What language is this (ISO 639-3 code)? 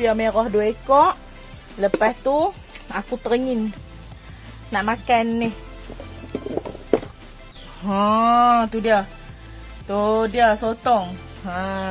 msa